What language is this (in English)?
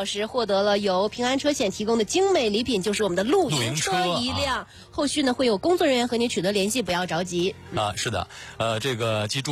Chinese